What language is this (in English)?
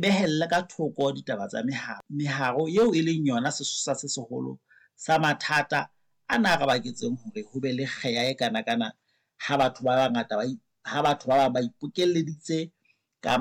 Southern Sotho